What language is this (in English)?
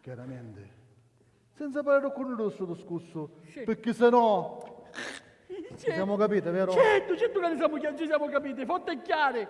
Sicilian